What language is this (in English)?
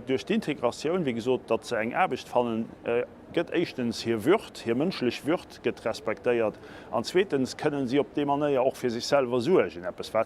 Luxembourgish